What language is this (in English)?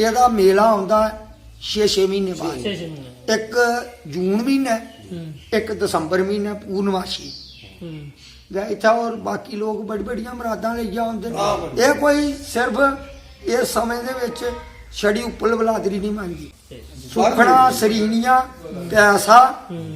Dogri